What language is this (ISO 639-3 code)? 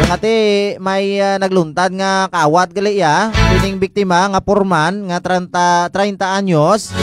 hil